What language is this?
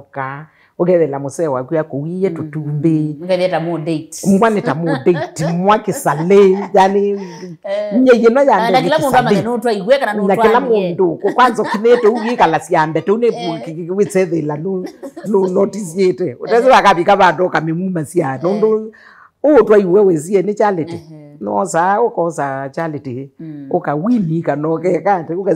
Kamba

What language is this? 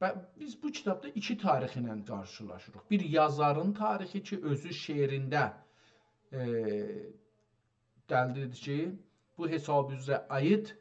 South Azerbaijani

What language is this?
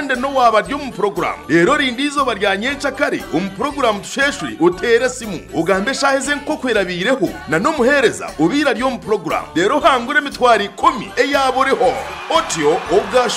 Nyankole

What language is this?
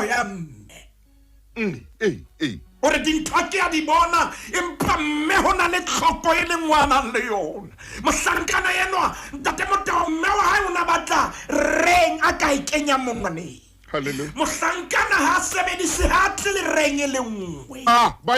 Southern Sotho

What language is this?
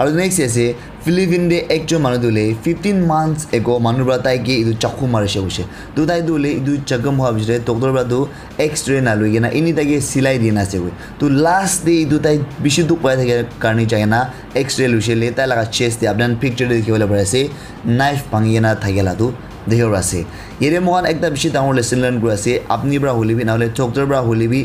Naga Pidgin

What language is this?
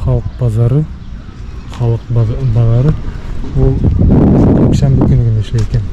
Bashkir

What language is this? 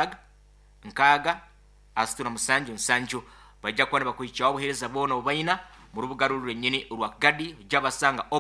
Nyankole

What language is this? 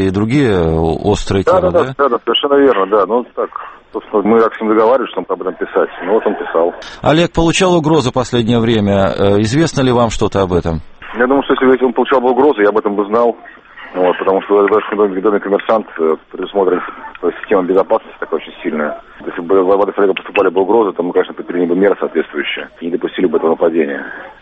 Russian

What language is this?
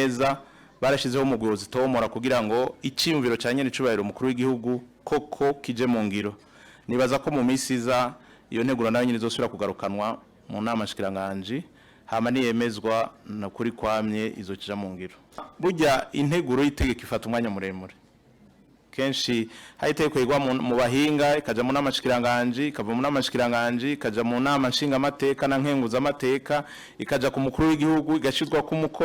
Rundi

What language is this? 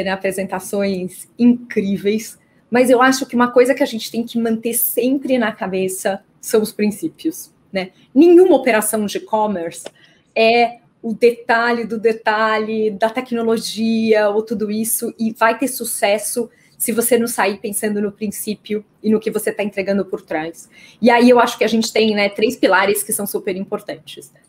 Portuguese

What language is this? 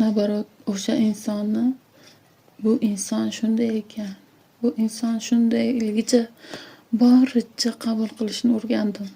Uzbek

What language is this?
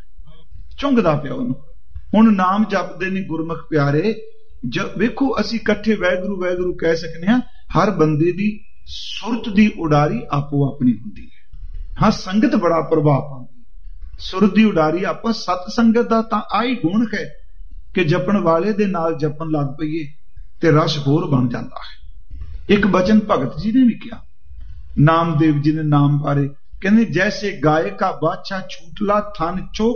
Punjabi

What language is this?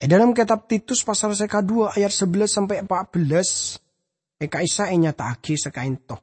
Madurese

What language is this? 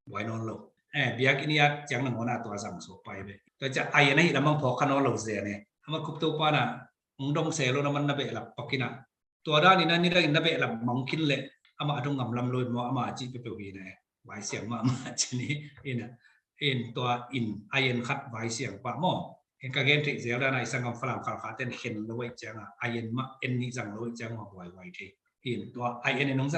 Tedim Chin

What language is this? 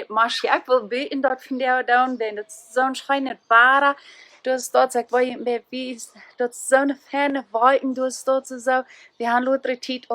Plautdietsch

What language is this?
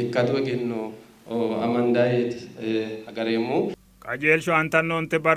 Sidamo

